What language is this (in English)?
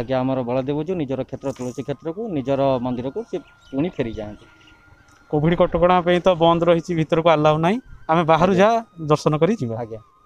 Odia